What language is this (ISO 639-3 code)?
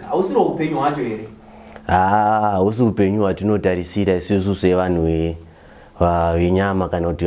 sna